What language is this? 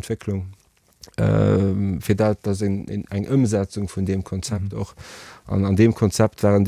Luxembourgish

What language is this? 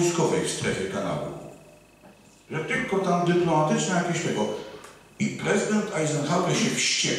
Polish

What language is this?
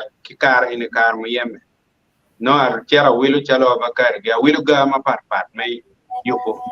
Acoli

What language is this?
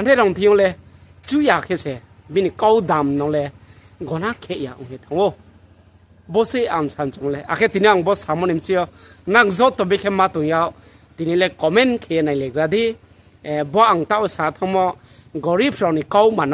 Riang (India)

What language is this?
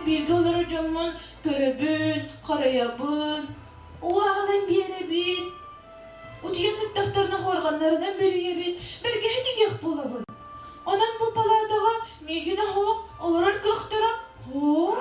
Yakut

